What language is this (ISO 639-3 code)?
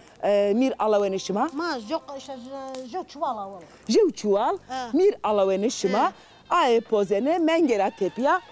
zza